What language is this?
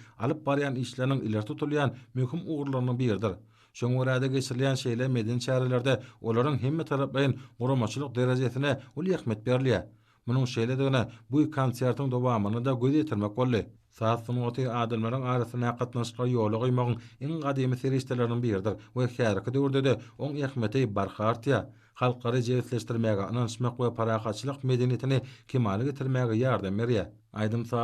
Turkmen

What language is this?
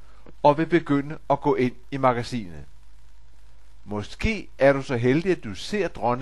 Danish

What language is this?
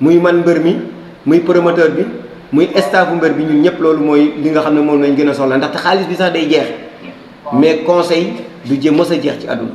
Wolof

